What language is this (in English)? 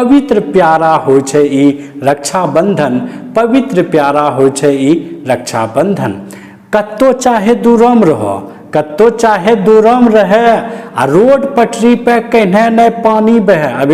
Angika